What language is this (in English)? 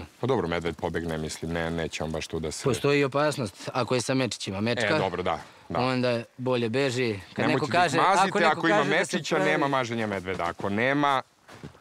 Serbian